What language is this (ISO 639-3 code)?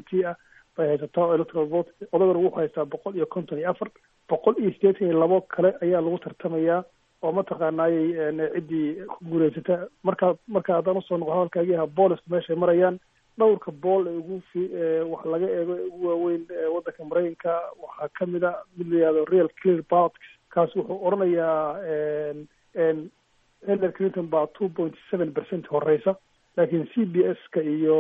som